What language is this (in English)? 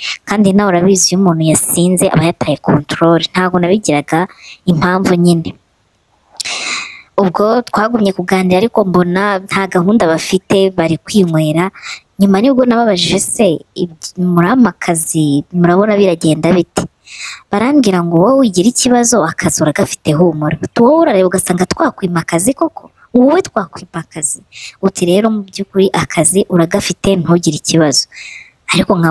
Kinyarwanda